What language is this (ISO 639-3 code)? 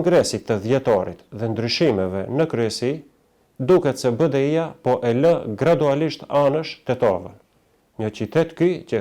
sqi